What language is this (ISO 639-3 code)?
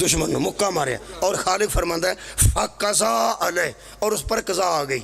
phr